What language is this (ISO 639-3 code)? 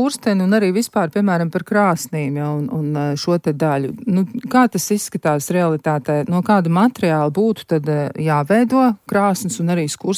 lav